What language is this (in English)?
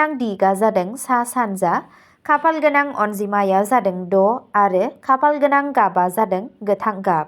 Bodo